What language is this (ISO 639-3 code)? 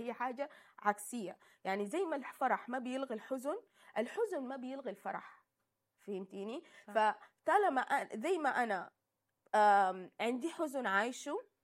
apd